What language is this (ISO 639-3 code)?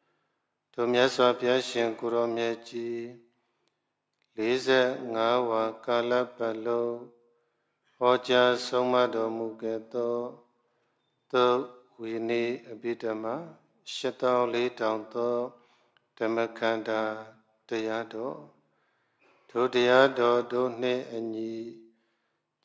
mya